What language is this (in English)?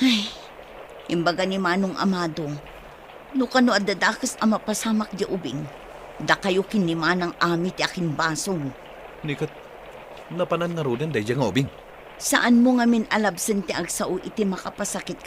Iloko